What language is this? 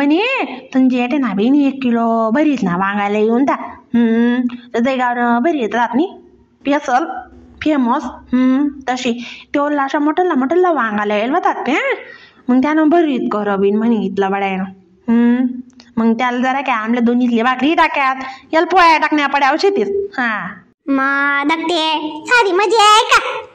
Khandesi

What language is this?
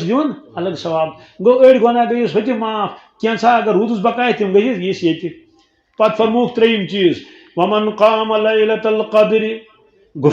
Kashmiri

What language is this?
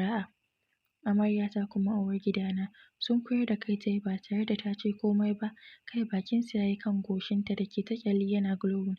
Hausa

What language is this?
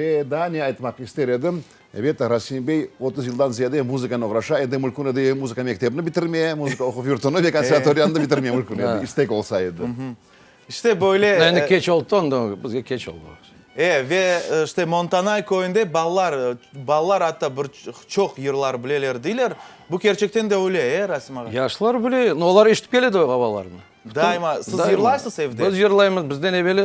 Crimean Tatar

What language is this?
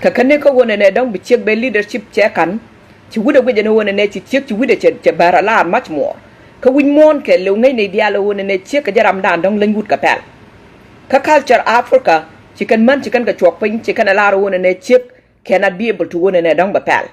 Nuer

